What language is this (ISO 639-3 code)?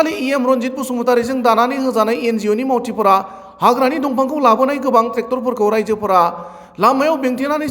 brx